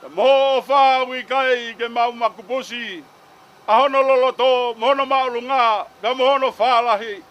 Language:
Tongan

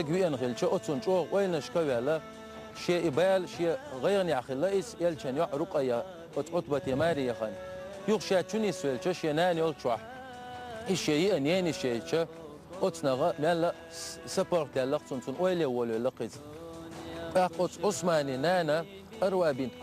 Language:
Chechen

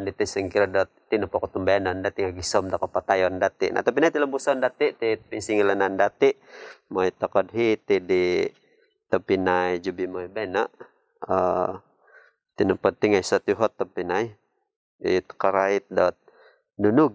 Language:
Central Dusun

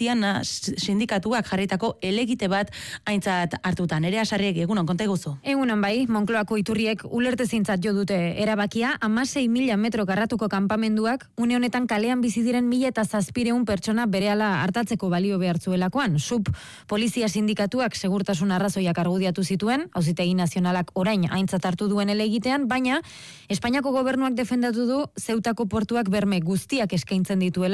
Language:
Basque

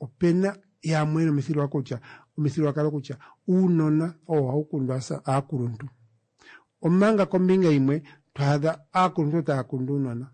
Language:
Kuanyama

